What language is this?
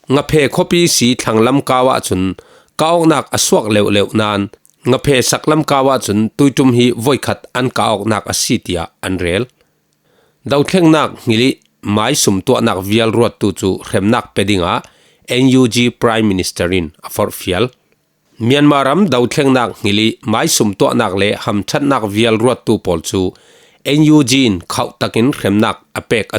Falam Chin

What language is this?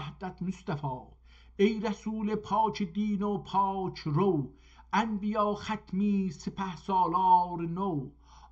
South Azerbaijani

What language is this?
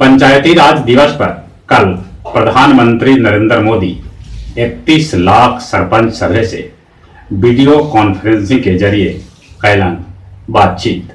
Magahi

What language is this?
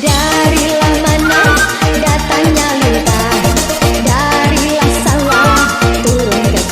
Minangkabau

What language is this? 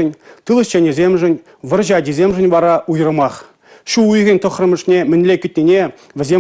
Chuvash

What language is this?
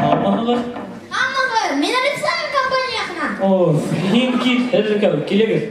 Bashkir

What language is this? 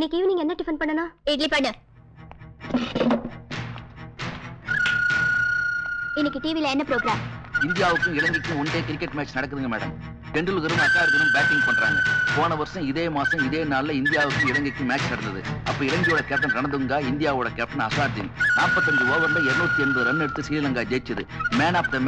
Tamil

